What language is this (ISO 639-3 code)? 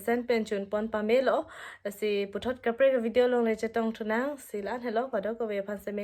mjw